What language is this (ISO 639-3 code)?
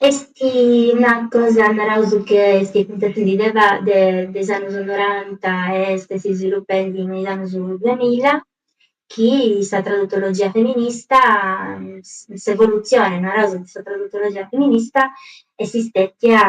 srd